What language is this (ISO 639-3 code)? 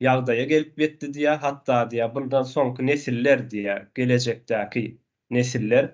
tuk